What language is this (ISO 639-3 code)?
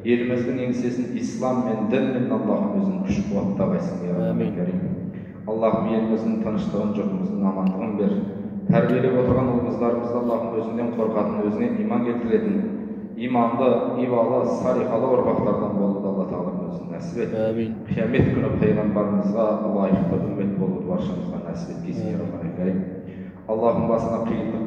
kaz